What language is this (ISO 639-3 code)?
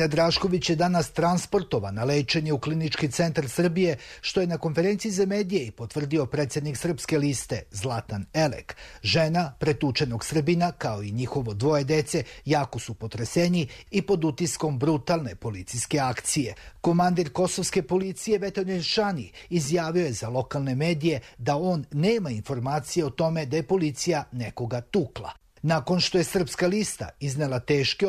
srp